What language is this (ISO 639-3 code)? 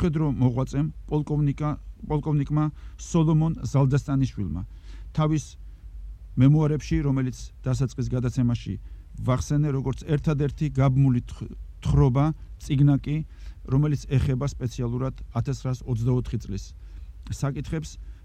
kat